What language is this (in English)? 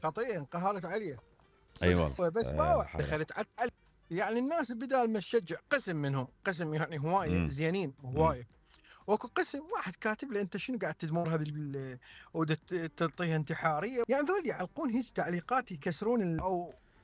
Mesopotamian Arabic